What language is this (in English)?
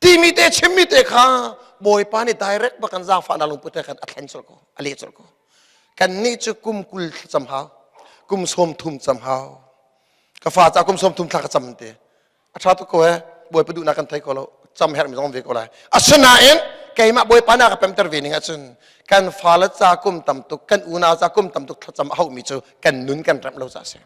Hakha Chin